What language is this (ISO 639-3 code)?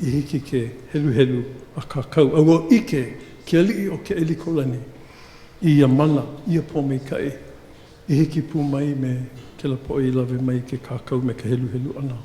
haw